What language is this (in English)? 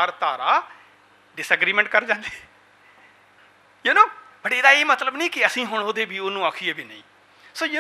Punjabi